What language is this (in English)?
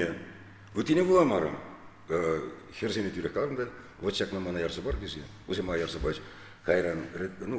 Chuvash